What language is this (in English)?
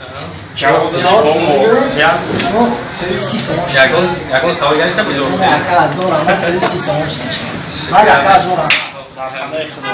Tajik